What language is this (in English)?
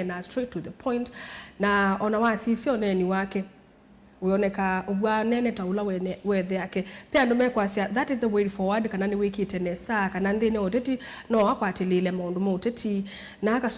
Kamba